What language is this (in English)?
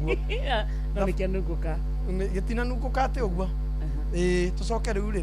Kikuyu